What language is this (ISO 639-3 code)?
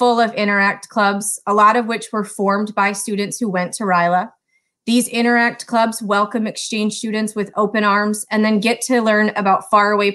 eng